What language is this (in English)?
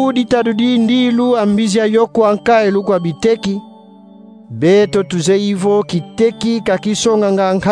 Kongo